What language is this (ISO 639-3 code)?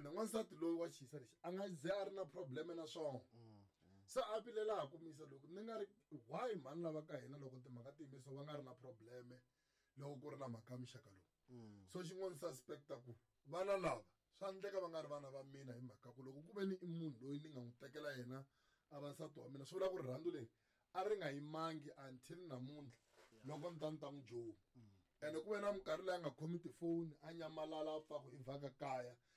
tso